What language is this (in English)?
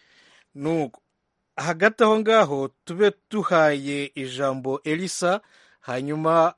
Kinyarwanda